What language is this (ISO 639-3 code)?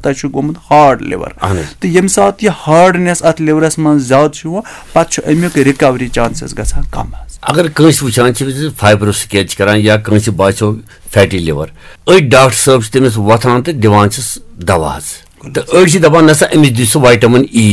kas